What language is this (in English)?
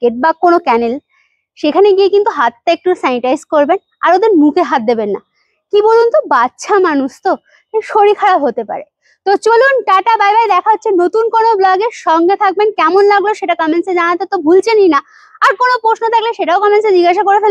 Bangla